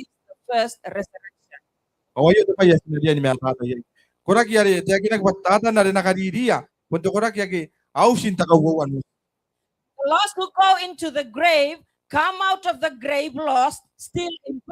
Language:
Gilbertese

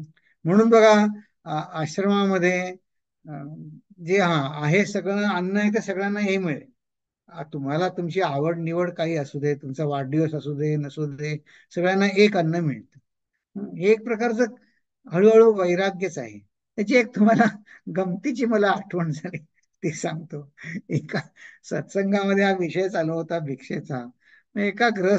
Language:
Marathi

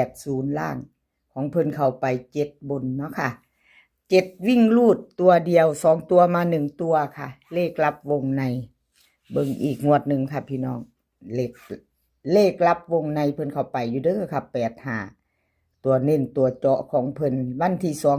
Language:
Northeastern Thai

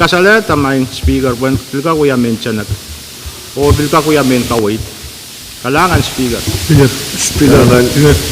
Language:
Pohnpeian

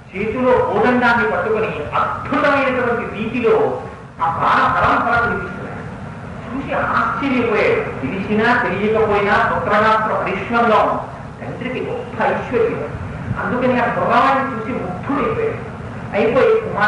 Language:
Telugu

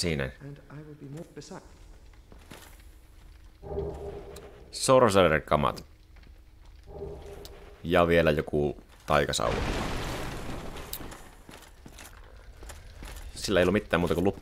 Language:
Finnish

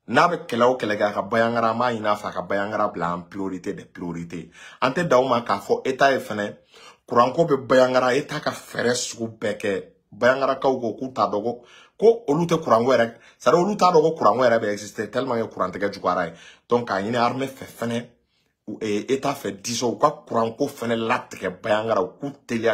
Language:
Bambara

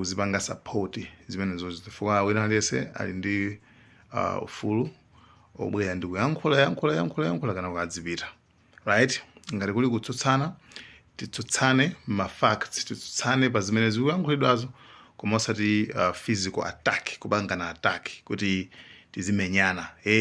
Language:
Nyanja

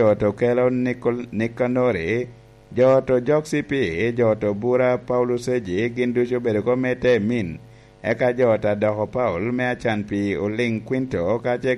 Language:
Lango (Uganda)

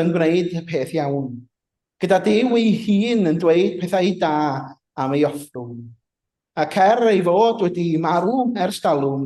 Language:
Welsh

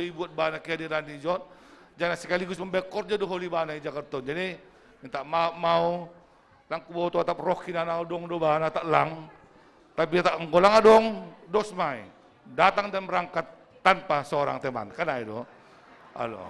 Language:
Batak Simalungun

